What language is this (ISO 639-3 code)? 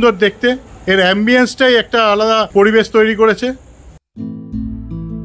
ben